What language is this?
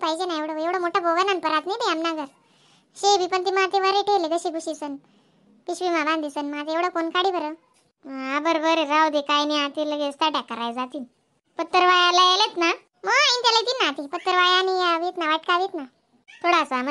Khandesi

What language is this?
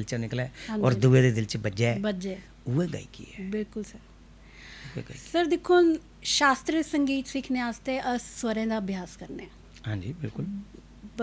Dogri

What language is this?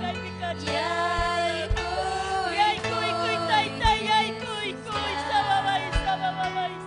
Ayacucho Quechua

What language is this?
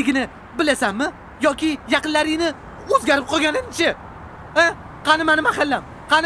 Uzbek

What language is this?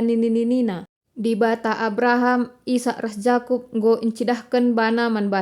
Batak Karo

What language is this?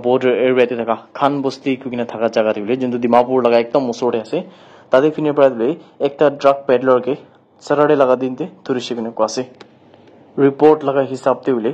Naga Pidgin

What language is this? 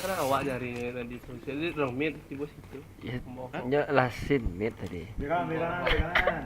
Minangkabau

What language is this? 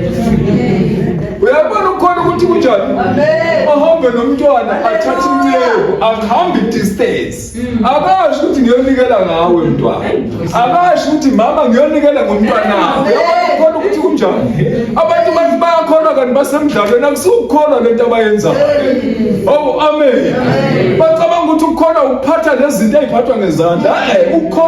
Zulu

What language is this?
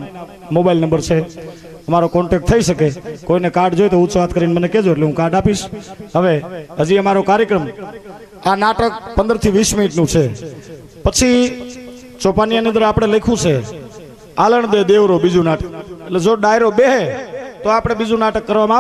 Gujarati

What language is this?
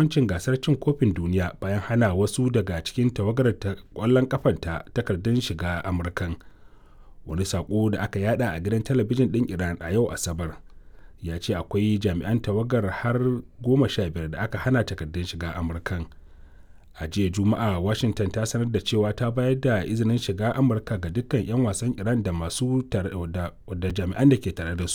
Hausa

